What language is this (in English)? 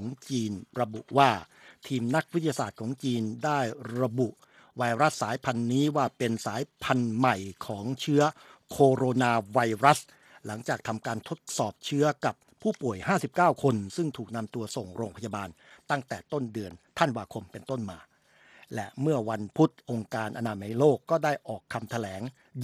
Thai